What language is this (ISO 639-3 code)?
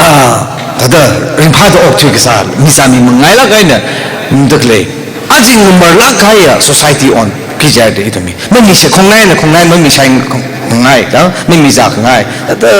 nmf